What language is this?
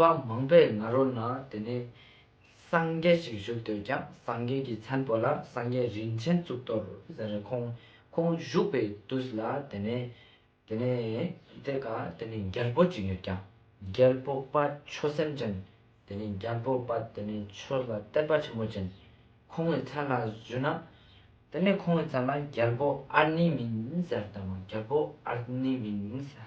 Ladakhi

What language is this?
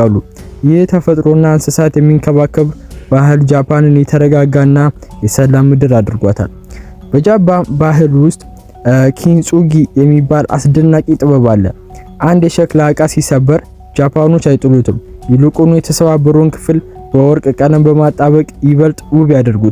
Amharic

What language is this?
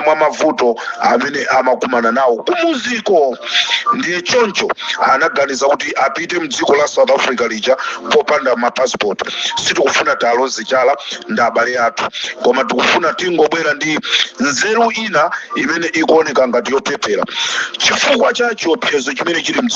Nyanja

